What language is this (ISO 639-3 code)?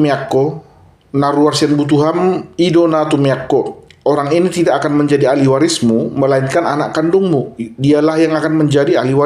bbc